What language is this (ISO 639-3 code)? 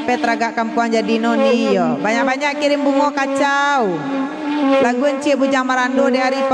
min